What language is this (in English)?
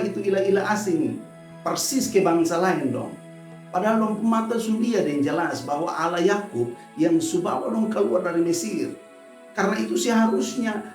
Kupang Malay